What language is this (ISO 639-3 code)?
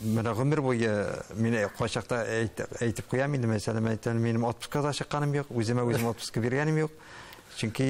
tat